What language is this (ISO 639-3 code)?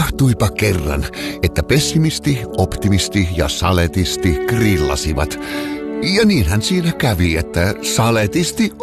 fin